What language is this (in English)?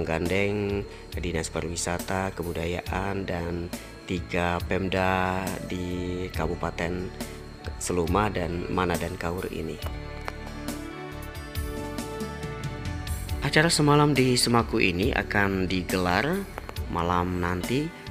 Indonesian